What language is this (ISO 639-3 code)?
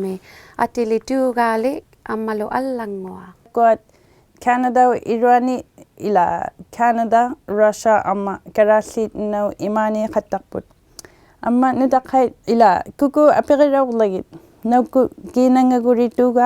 iku